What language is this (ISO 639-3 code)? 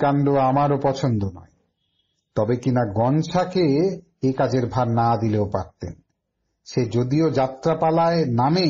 ben